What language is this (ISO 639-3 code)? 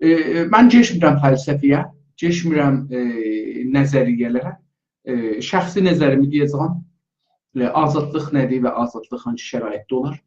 azb